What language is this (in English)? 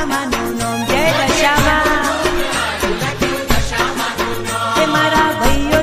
Gujarati